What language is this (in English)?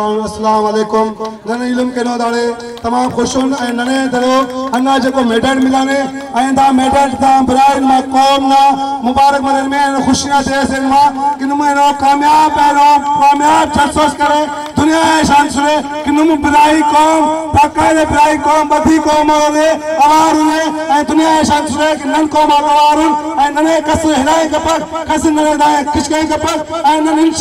Brahui